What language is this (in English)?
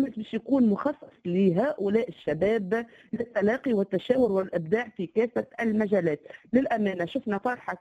Tunisian Arabic